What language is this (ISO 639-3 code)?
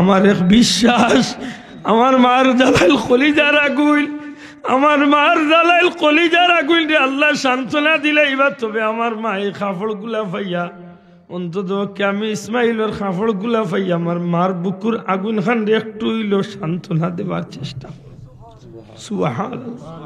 syl